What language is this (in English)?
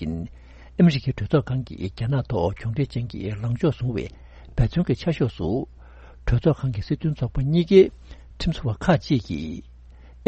Tibetan